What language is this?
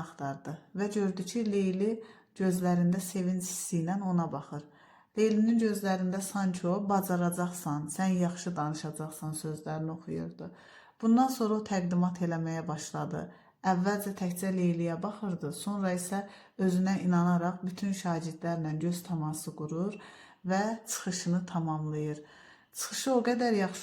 Azerbaijani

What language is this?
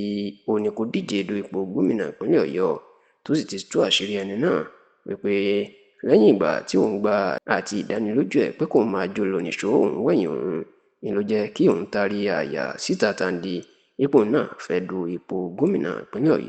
Yoruba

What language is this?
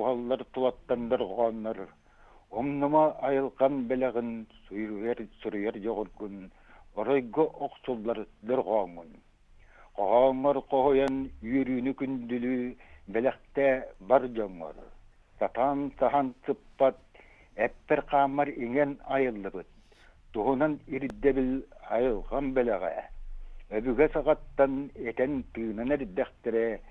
Yakut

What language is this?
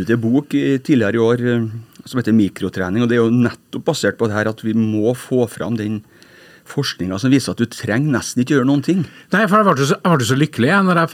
Norwegian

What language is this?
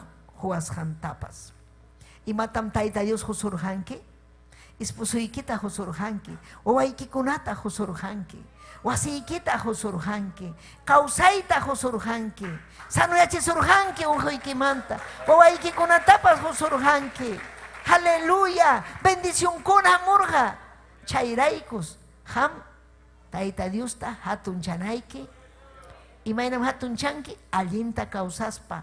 Ayacucho Quechua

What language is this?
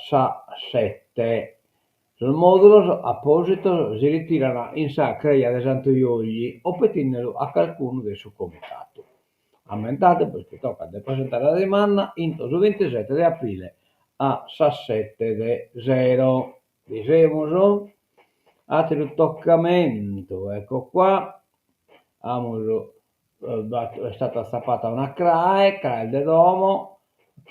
Sardinian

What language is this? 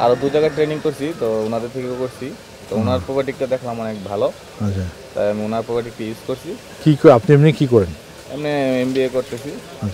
Bangla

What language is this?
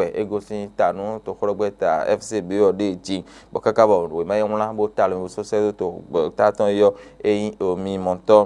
Fon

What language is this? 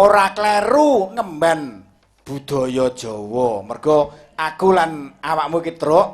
Javanese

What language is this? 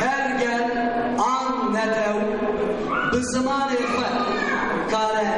Kurdish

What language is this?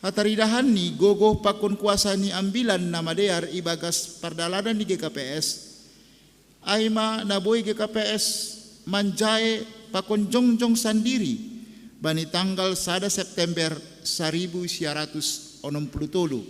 Batak Simalungun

